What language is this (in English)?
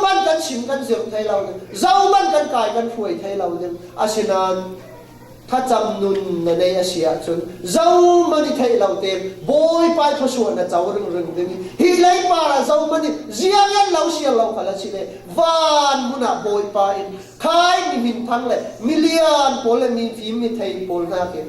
Falam Chin